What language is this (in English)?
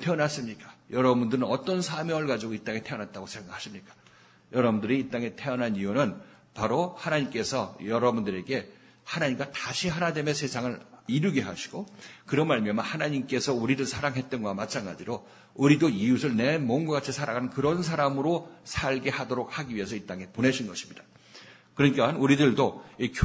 Korean